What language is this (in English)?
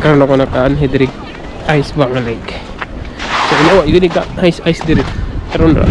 Cebuano